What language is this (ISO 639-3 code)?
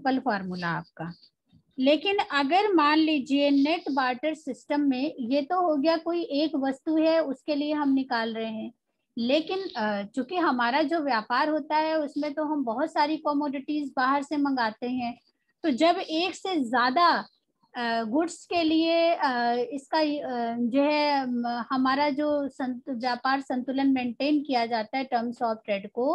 hin